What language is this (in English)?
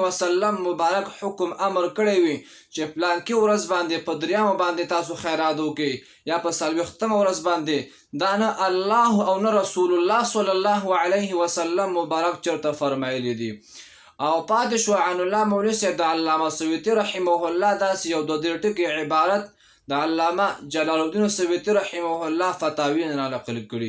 Pashto